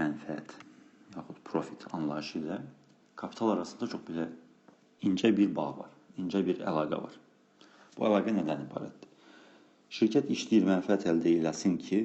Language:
Azerbaijani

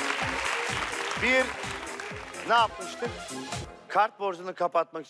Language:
Turkish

